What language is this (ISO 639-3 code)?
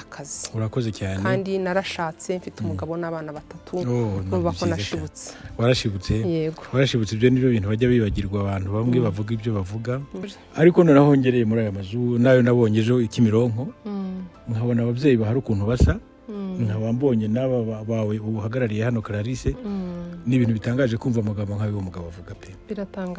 kin